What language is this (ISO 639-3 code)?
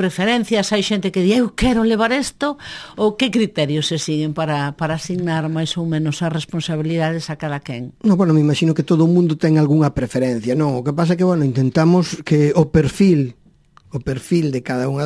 glg